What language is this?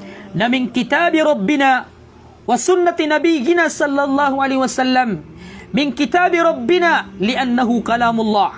Maranao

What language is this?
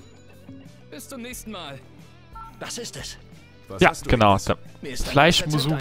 German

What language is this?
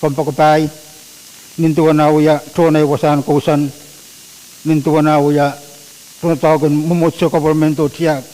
Pohnpeian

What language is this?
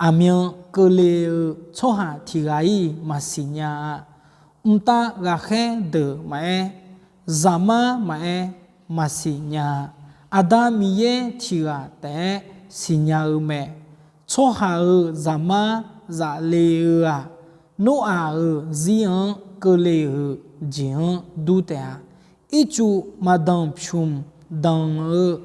Akha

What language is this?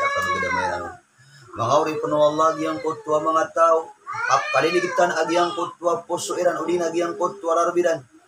Maranao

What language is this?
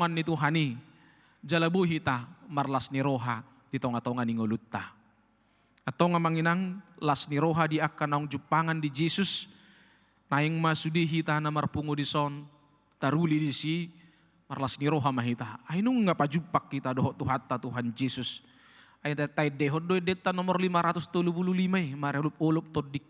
Batak Toba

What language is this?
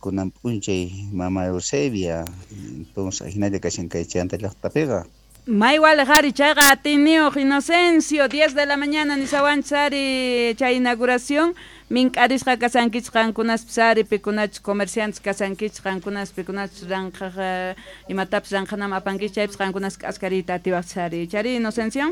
South Bolivian Quechua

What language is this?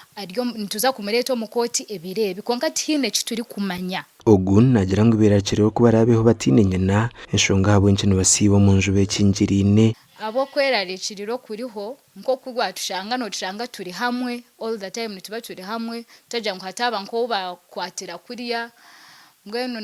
Nyankole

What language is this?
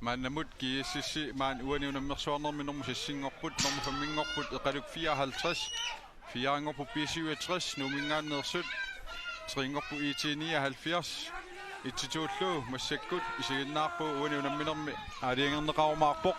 Kalaallisut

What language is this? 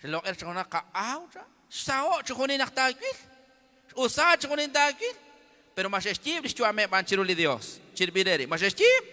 Kekchí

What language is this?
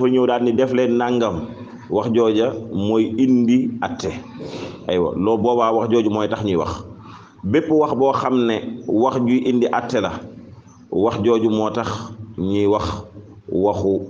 Wolof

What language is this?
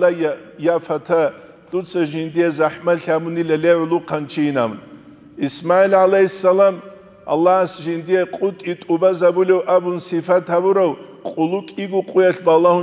Avaric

